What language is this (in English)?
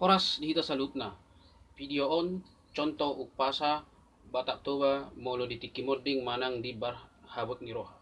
Batak Toba